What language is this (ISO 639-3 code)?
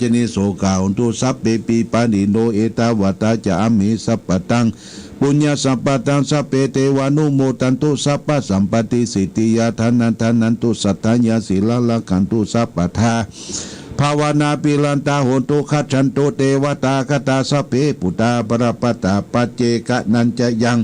pli